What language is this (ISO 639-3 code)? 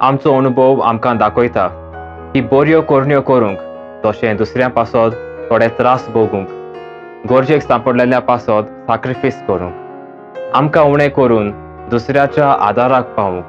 kok